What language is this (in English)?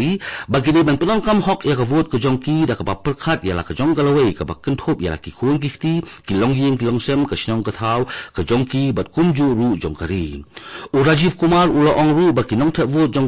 Khasi